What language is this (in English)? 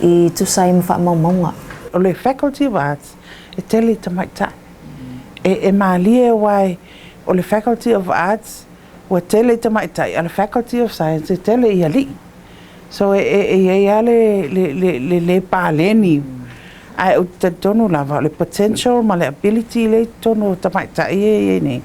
Samoan